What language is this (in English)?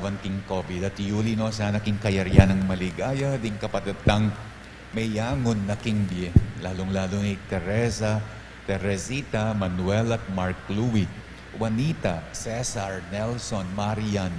Pampanga